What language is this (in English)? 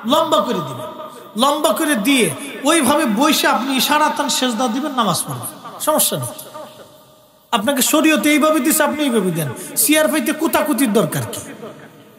Bangla